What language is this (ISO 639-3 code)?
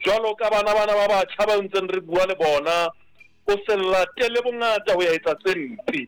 sot